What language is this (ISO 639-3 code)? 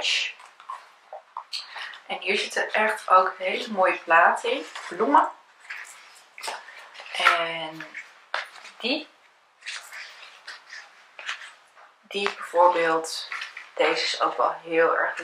nld